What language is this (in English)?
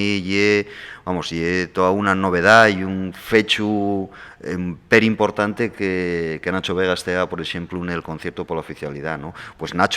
Asturian